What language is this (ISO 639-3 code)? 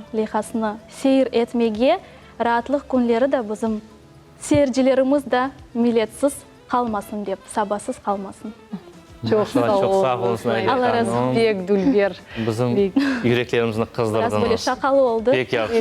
crh